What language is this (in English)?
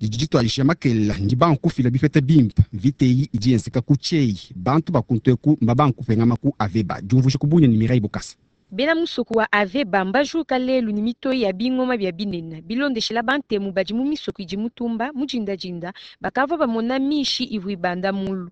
Luba-Lulua